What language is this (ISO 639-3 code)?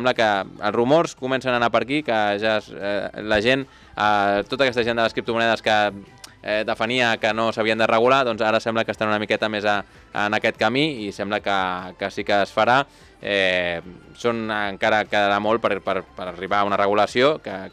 cat